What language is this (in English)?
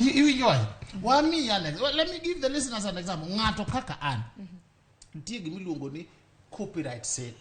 Luo (Kenya and Tanzania)